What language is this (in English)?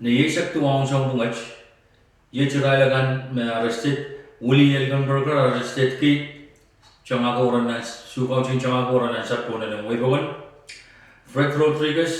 Pohnpeian